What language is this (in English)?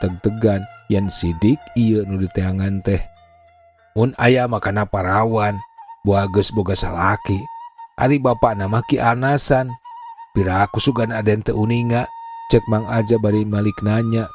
Sundanese